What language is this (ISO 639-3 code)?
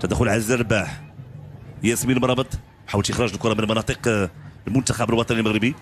ary